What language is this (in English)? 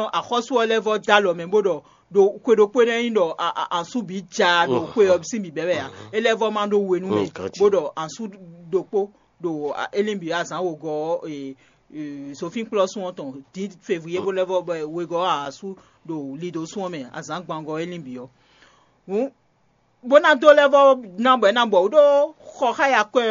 Fon